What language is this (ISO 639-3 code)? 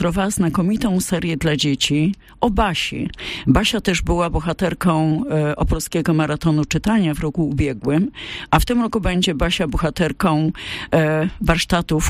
pol